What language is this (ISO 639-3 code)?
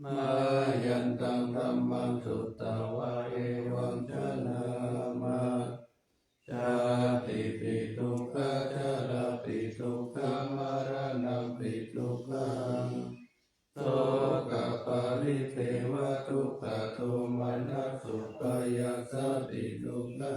pli